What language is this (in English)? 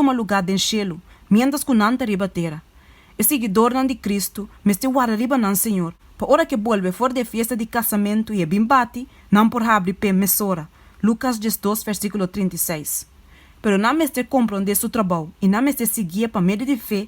Papiamento